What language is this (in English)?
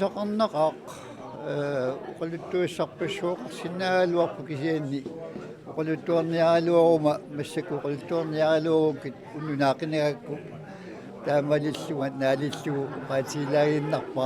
Kalaallisut